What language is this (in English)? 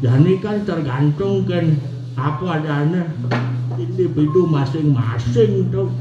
Balinese